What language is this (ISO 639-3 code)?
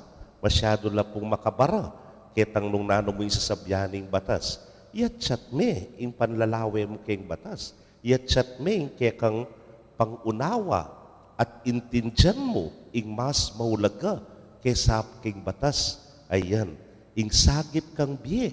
pam